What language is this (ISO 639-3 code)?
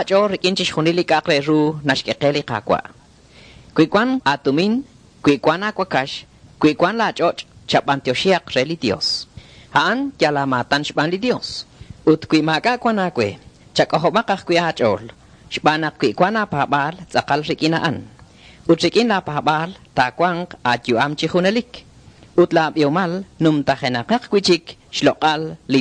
kek